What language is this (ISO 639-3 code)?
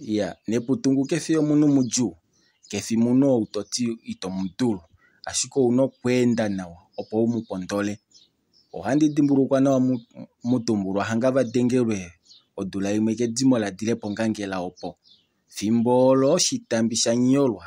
kua